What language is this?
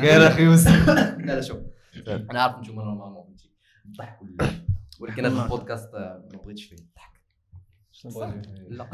Moroccan Arabic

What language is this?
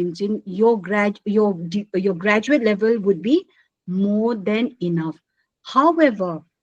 Paite Chin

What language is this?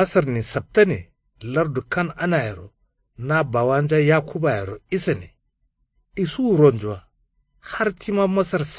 Kanuri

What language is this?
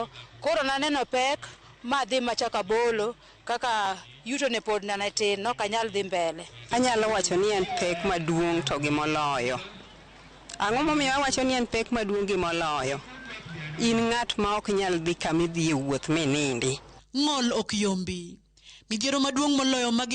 Luo (Kenya and Tanzania)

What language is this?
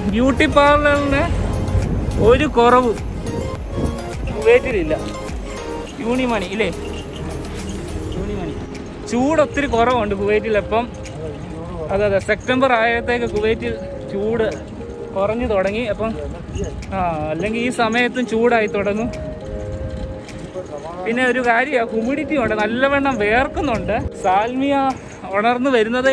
Malayalam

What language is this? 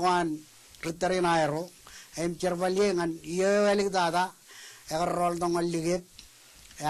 Marshallese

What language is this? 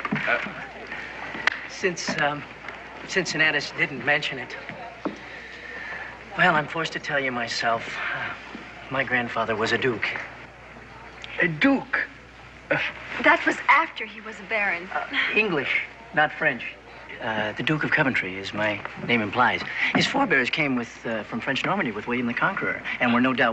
English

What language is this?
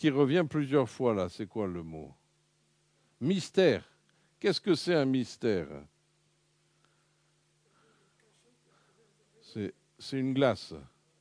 French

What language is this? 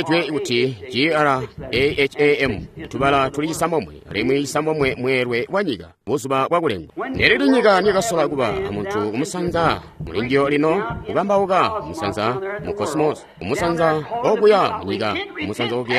Tonga (Zambia)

